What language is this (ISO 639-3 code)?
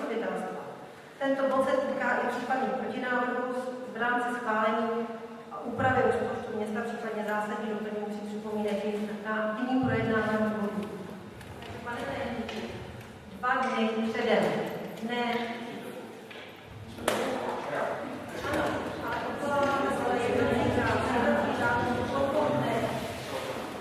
ces